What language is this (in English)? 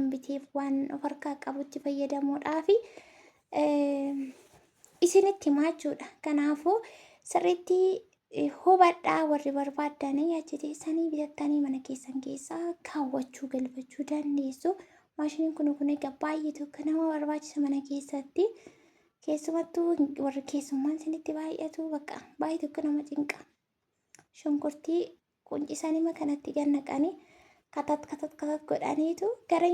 Oromo